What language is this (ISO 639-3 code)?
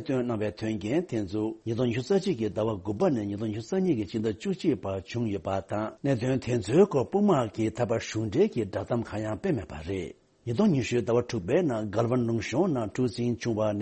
bod